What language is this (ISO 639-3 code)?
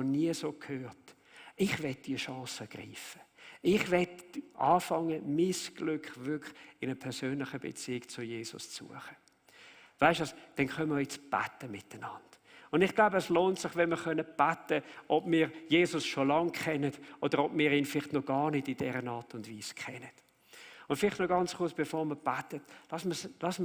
gsw